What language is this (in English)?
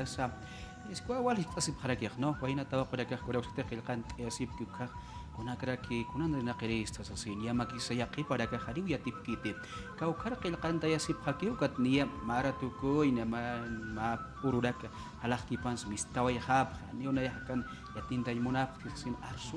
Aymara